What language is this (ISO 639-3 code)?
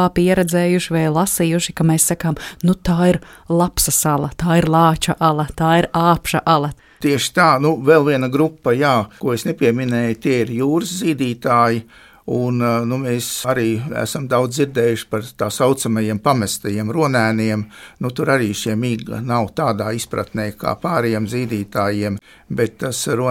lav